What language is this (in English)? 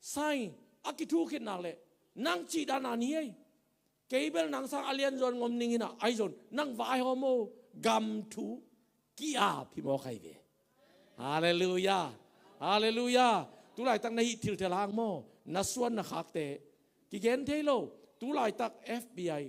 Tedim Chin